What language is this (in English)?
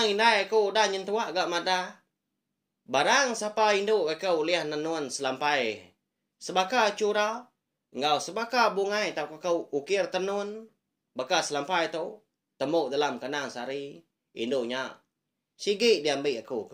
Iban